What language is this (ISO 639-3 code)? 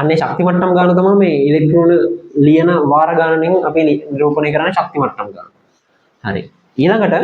sin